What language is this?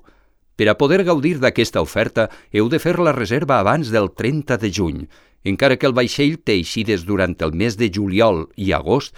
Catalan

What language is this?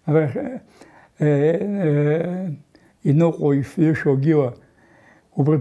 Abkhazian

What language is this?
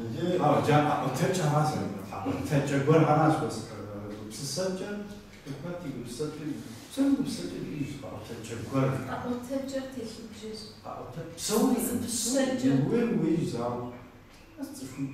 Kabardian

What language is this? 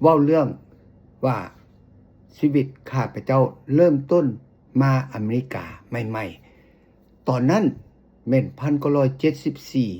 Lao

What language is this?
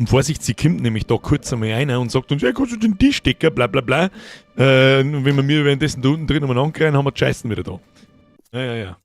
Bavarian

